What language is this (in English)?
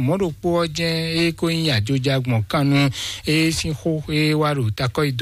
Fon